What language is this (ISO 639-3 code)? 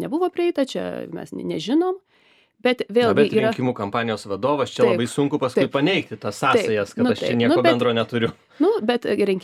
lit